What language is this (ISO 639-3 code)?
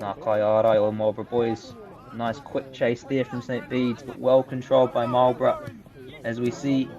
mri